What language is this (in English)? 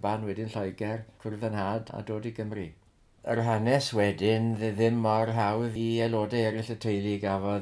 Welsh